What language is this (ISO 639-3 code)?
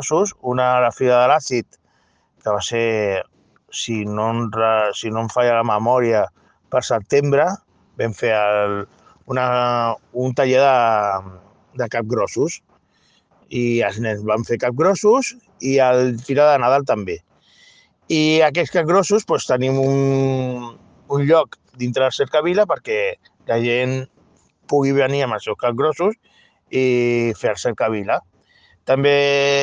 cat